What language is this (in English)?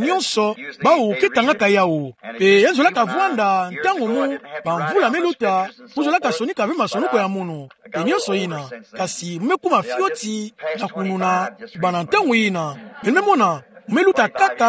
Kituba (Democratic Republic of Congo)